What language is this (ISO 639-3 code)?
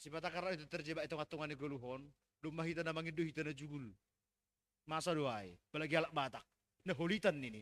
bts